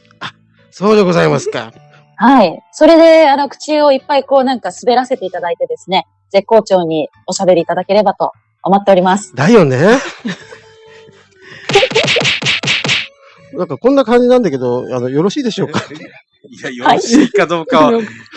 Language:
Japanese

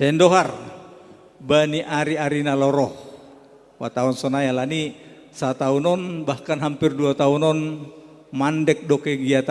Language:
Batak Simalungun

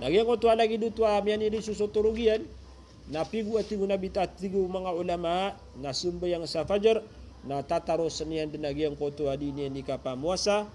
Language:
Maranao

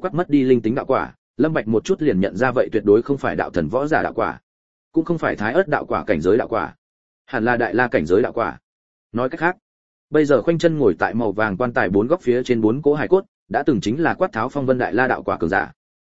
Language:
Vietnamese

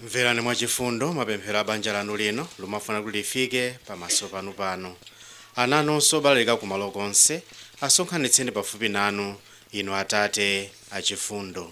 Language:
Nyanja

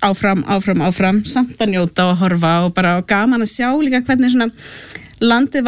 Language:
Icelandic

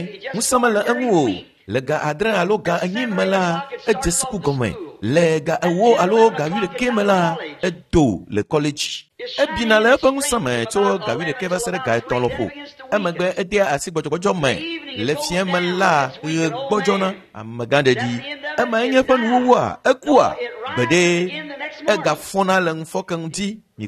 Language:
Ewe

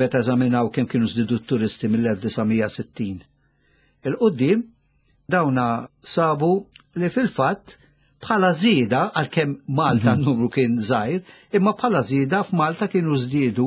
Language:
Maltese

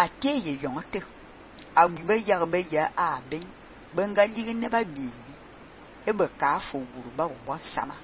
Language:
Fang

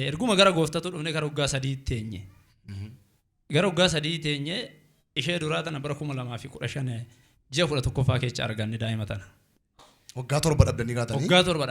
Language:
Oromo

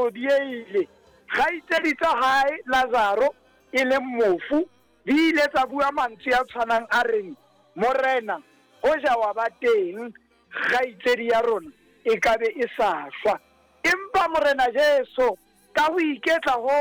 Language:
Southern Sotho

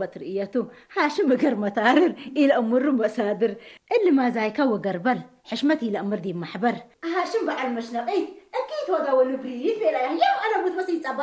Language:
Tigre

